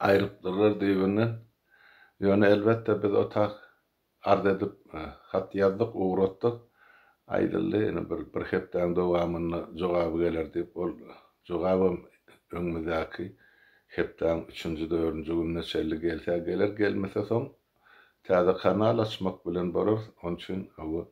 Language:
Turkmen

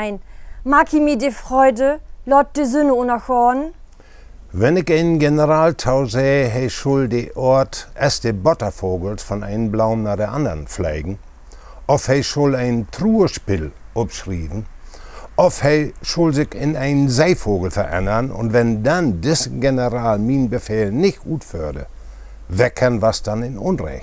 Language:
Low German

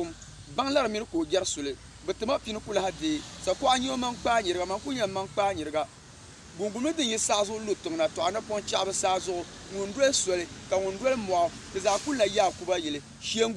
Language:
Dagbani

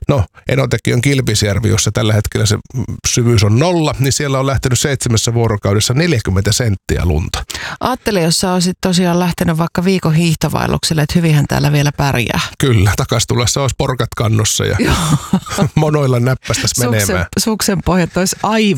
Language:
Finnish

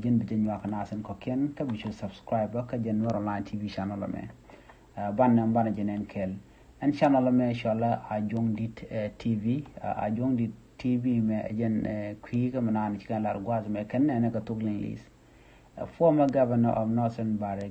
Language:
Nuer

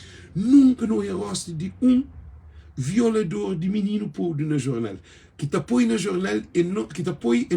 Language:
Kabuverdianu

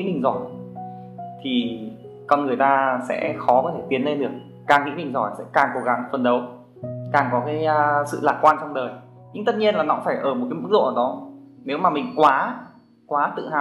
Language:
Vietnamese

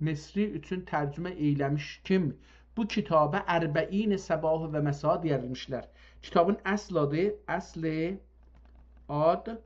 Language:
South Azerbaijani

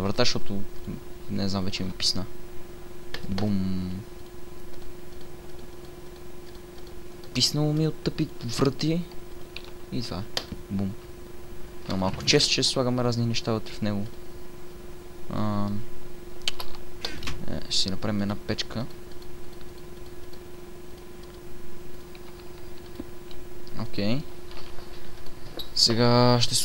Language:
Bulgarian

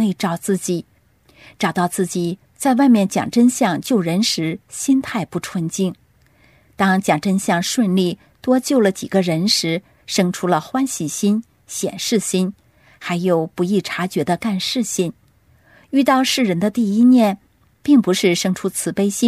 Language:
Chinese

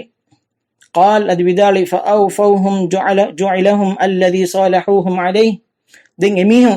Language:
Divehi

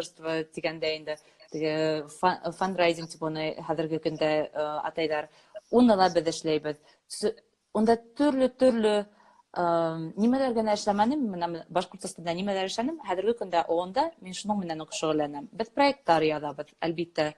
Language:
Bashkir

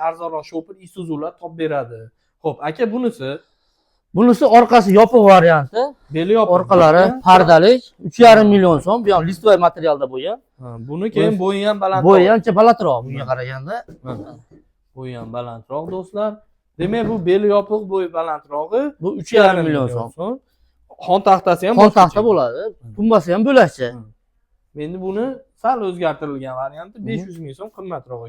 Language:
Uzbek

